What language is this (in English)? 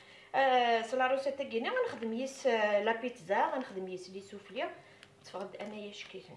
Kabyle